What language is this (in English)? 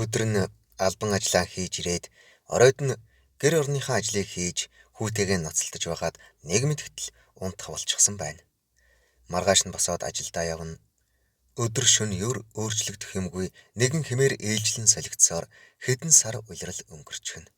Mongolian